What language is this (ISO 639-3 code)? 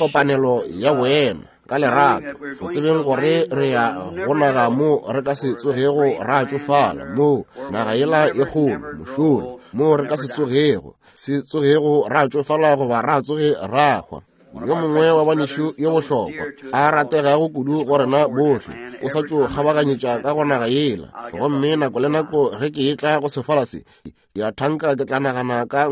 nso